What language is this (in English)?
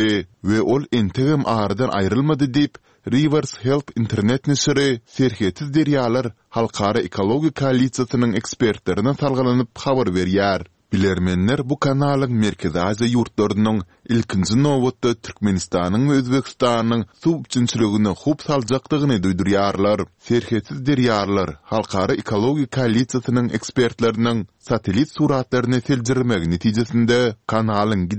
Turkmen